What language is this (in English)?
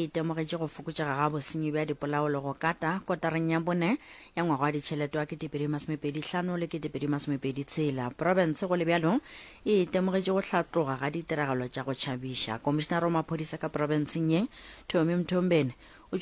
Northern Sotho